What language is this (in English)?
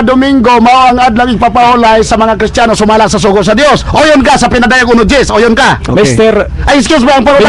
Cebuano